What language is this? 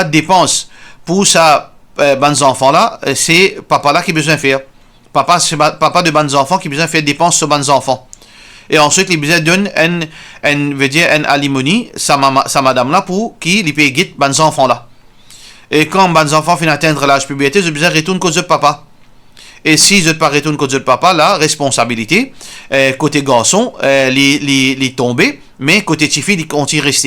Morisyen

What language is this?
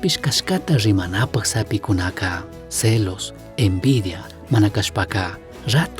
Chimborazo Highland Quichua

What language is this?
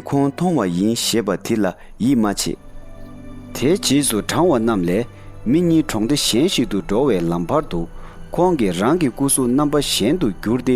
Tibetan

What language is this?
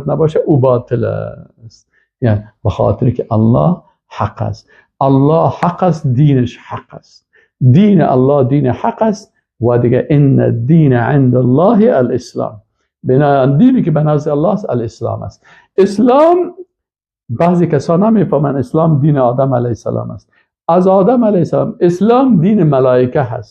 Persian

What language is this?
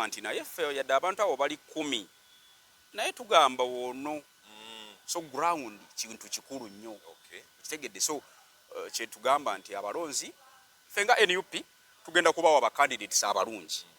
Ganda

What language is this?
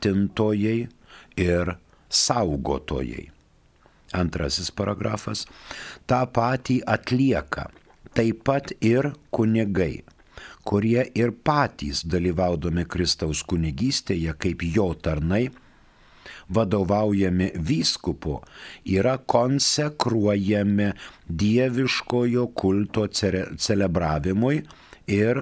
Lithuanian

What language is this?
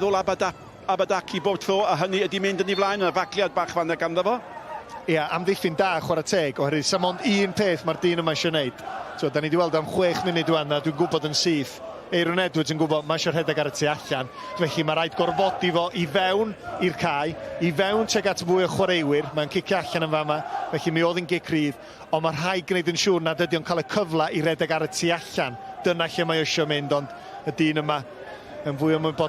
Welsh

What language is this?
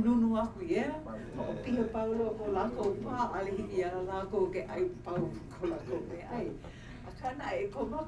Hawaiian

